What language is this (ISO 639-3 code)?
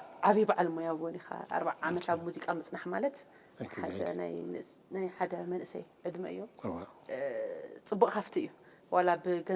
tir